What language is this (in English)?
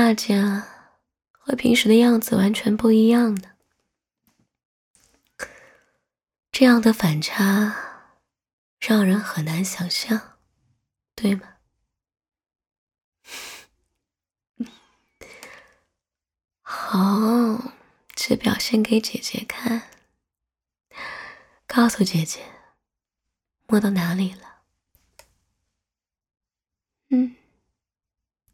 Chinese